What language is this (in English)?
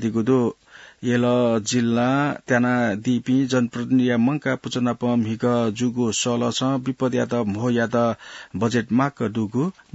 Newari